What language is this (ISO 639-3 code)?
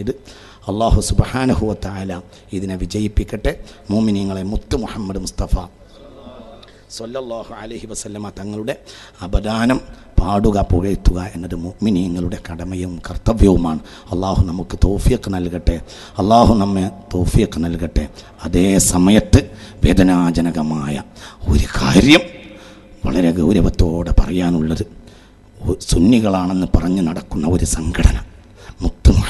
mal